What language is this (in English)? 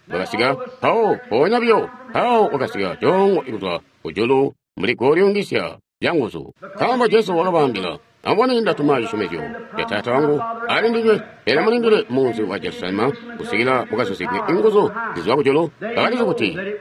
Tonga (Zambia)